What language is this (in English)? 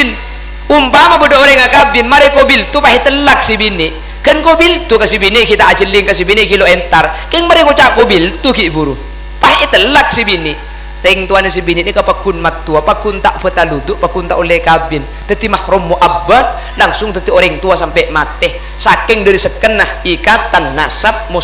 Madurese